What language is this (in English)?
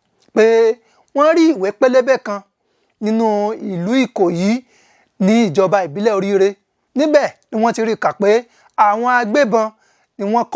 Yoruba